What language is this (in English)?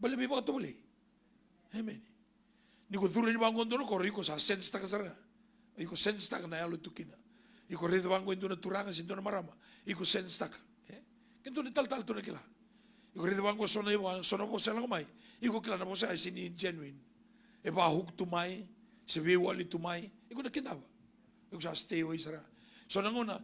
Fijian